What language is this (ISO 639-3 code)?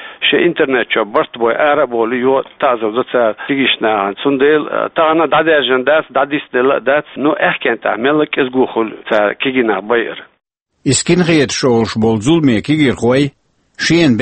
che